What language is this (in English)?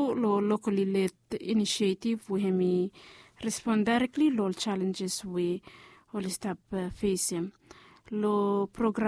Bislama